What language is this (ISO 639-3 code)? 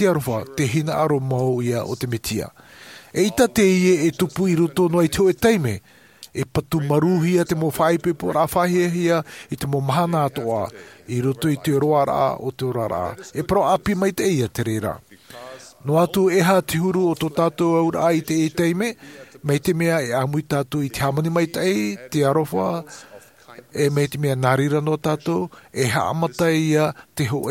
tah